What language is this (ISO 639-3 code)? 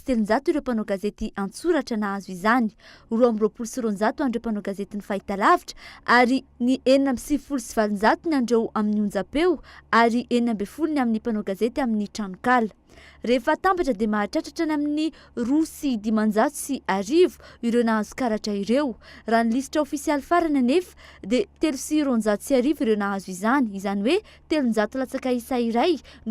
mlg